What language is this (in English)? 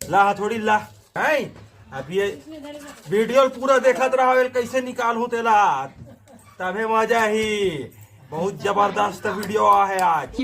Chhattisgarhi